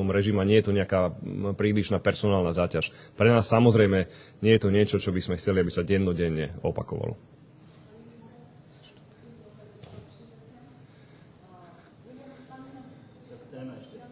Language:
Slovak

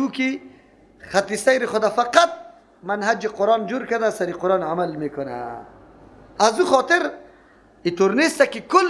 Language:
Persian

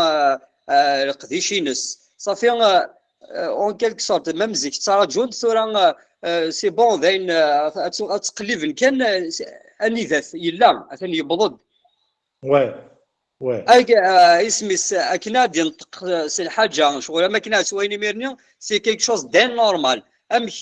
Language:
Kabyle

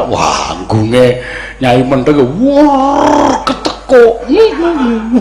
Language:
Javanese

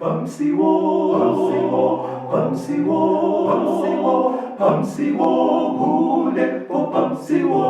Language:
Shona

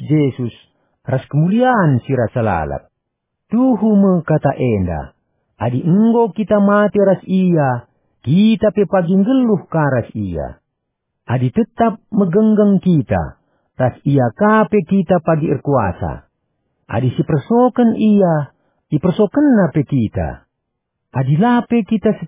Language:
Batak Karo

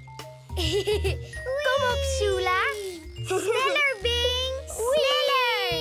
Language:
Dutch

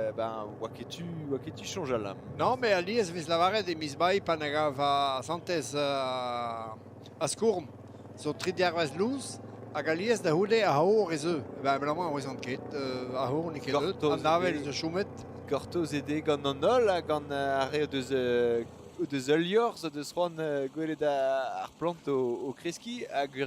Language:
Breton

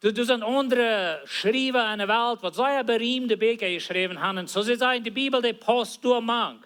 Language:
Plautdietsch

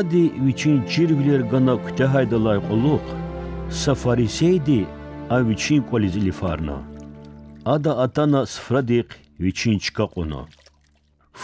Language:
Lezghian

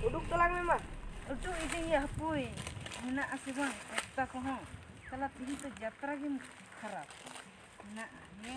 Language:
Santali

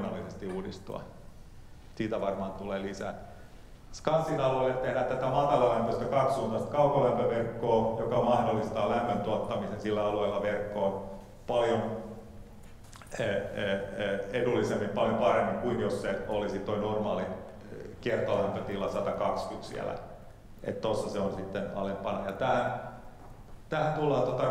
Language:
Finnish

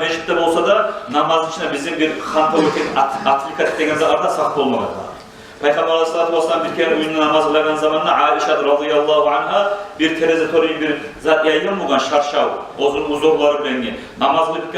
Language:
Kumyk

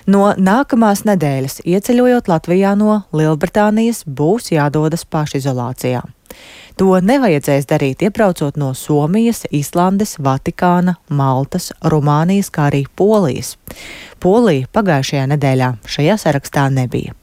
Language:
Latvian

